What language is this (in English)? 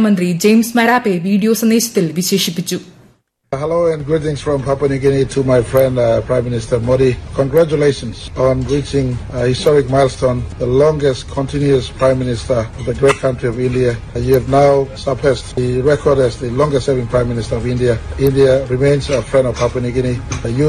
Malayalam